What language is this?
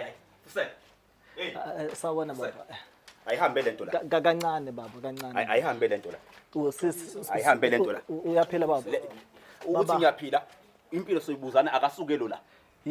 Zulu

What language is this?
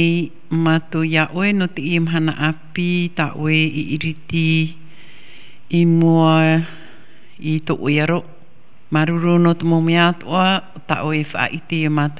Tahitian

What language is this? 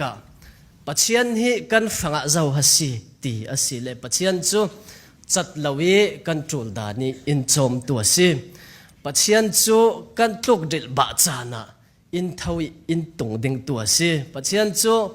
Falam Chin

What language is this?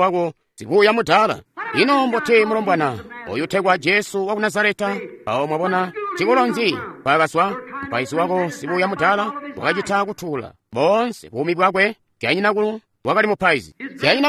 Tonga (Zambia)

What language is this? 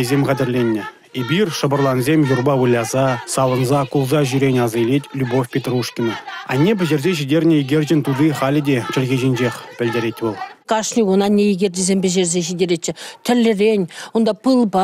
Chuvash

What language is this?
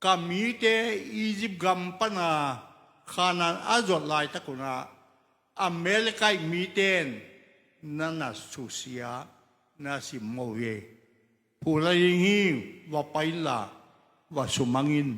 Tedim Chin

